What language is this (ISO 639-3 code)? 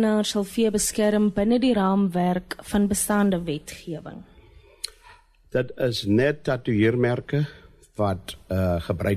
afr